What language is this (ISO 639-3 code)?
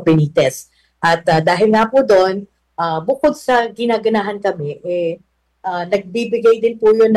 fil